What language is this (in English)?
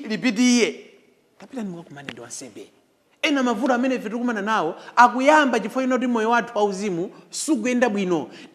Nyanja